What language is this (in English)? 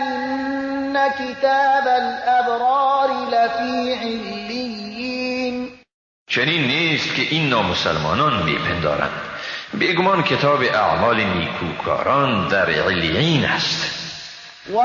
Persian